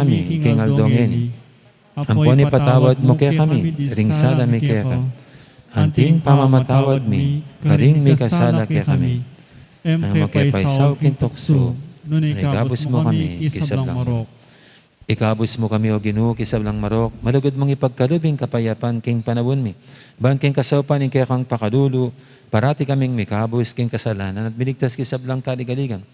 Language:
Pampanga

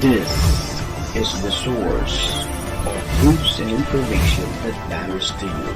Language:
Bikol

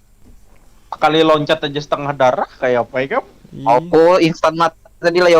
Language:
Banjar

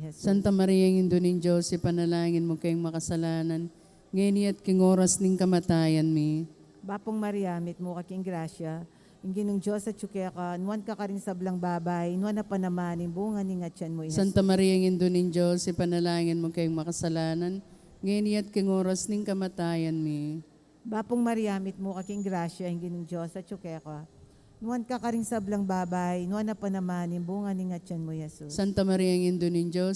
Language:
Pampanga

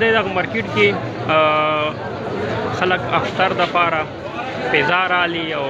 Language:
Pashto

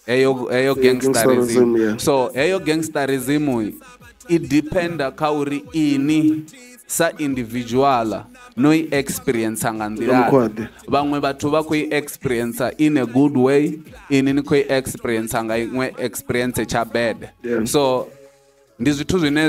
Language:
Venda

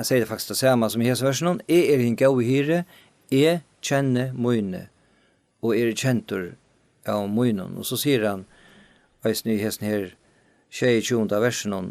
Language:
Faroese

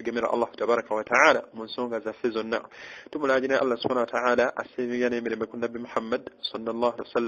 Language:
Ganda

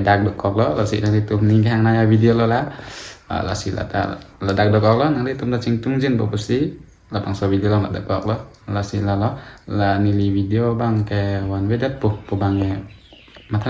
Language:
Karbi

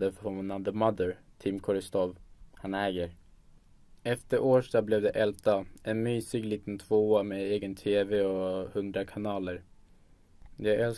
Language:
Swedish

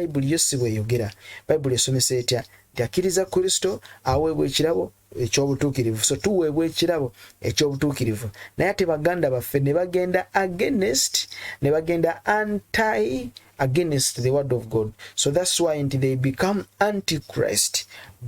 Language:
Ganda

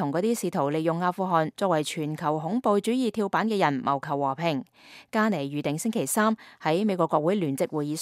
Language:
Cantonese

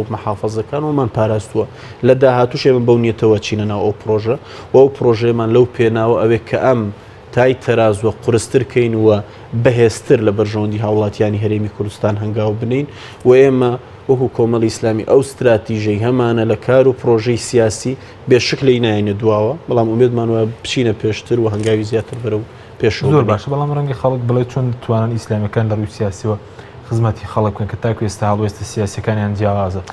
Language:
Central Kurdish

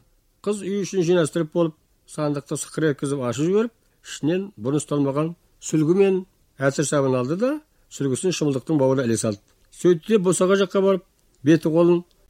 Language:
Kazakh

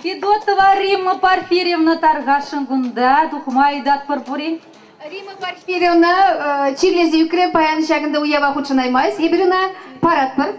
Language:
Chuvash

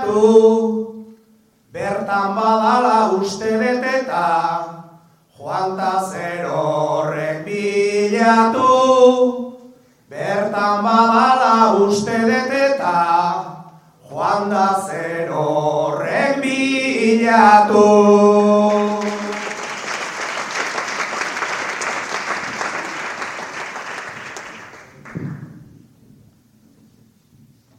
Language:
Basque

